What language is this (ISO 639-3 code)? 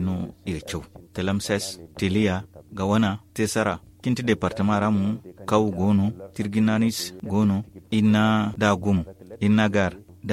dje